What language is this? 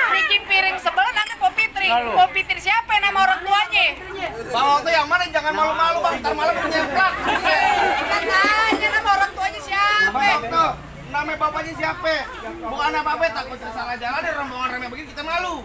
Betawi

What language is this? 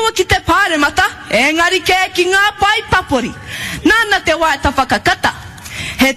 Māori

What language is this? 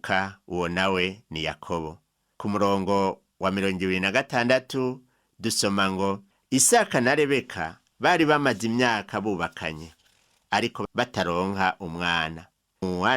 Rundi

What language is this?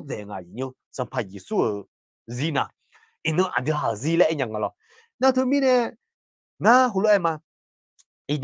Akha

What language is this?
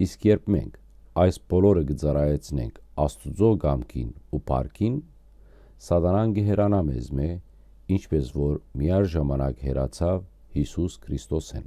Western Armenian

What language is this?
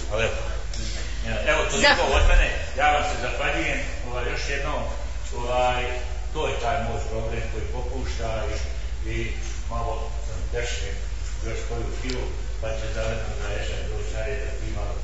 Bosnian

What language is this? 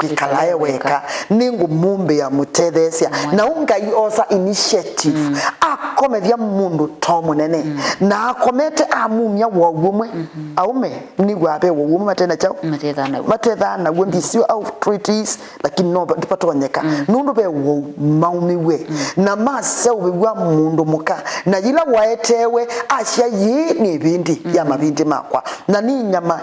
Kamba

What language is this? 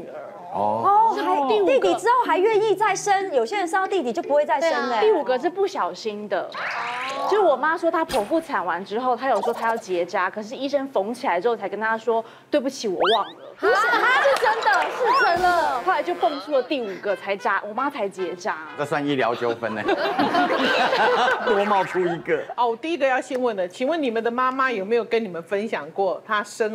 Chinese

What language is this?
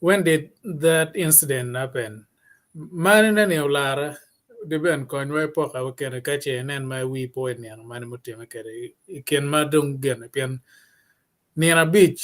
Acoli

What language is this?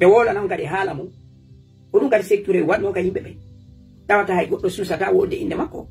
Fula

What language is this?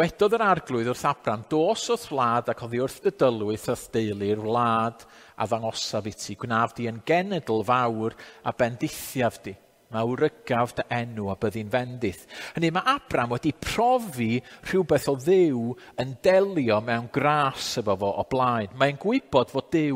Welsh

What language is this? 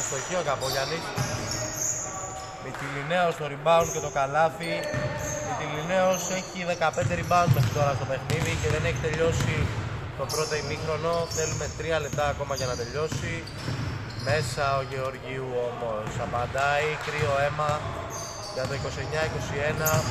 Greek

